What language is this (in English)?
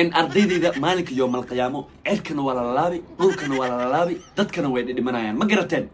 Somali